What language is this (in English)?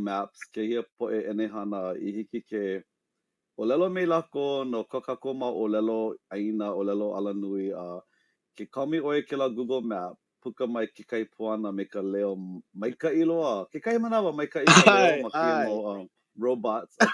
Hawaiian